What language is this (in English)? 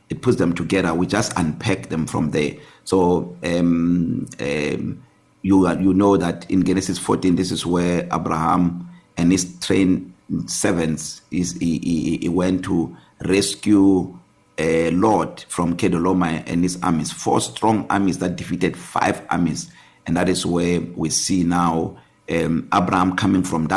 English